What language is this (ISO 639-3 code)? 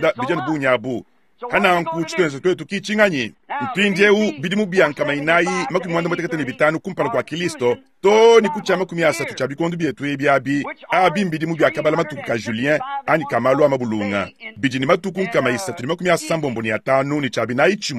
lua